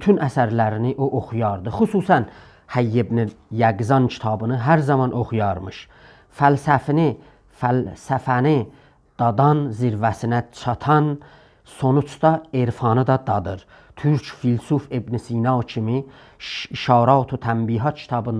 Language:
South Azerbaijani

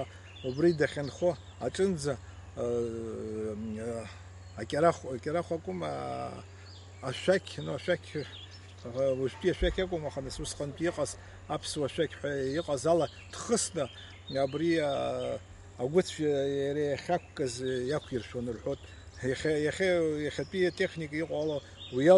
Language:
Abkhazian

